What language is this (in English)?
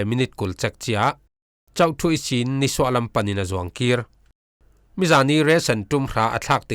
Falam Chin